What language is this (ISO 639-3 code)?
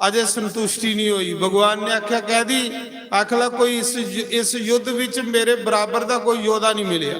doi